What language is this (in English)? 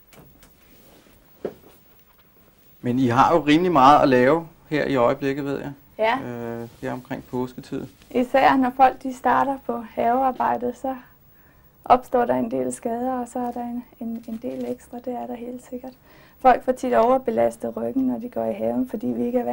Danish